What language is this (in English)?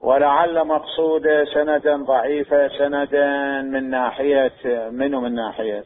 Mesopotamian Arabic